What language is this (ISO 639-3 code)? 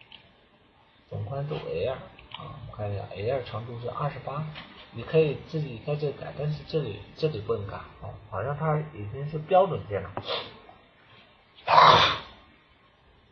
zho